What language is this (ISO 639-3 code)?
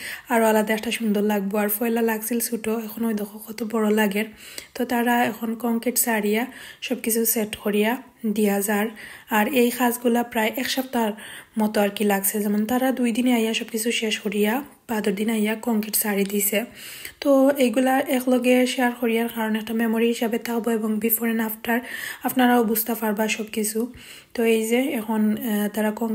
syl